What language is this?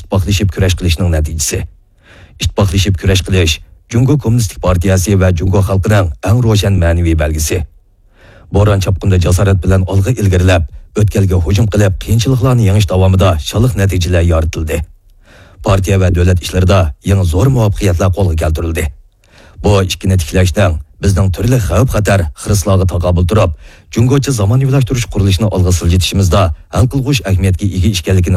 Uyghur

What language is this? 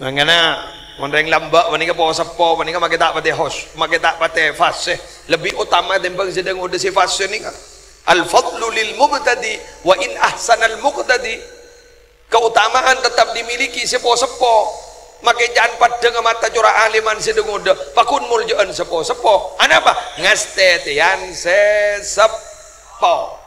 Madurese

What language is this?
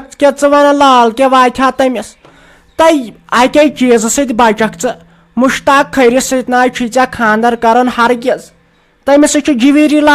Kashmiri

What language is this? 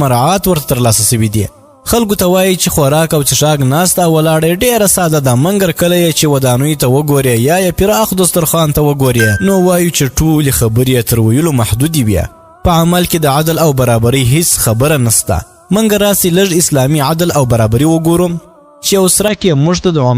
Pashto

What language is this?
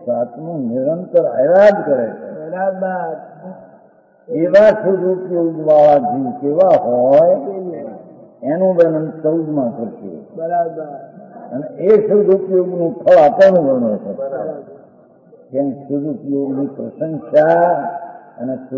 Gujarati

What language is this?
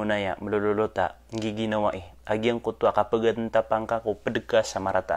Maranao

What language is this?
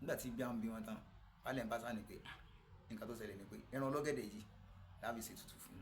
Yoruba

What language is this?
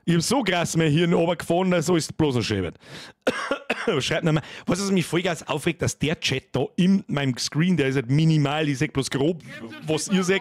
Bavarian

